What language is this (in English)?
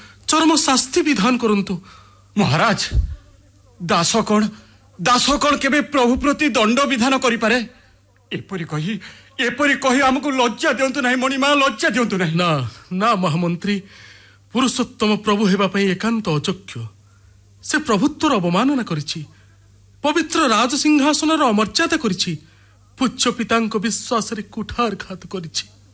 Odia